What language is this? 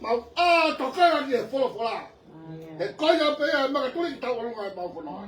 Tongan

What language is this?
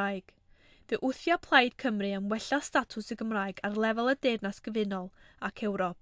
Welsh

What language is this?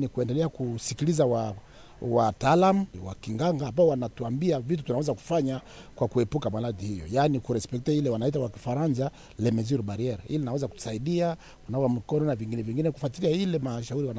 Swahili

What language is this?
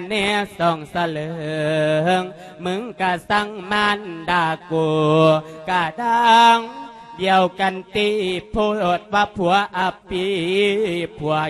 Lao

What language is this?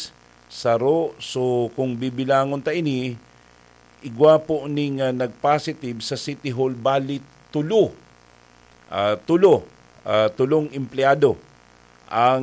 Bikol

